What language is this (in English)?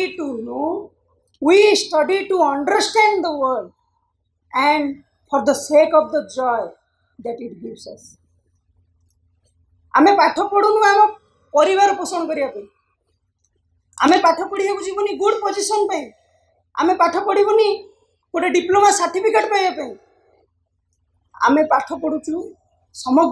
Odia